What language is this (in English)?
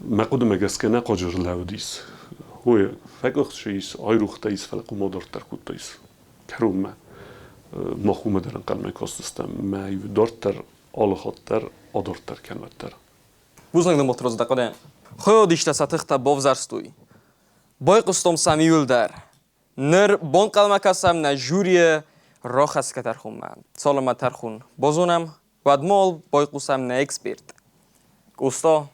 Ossetic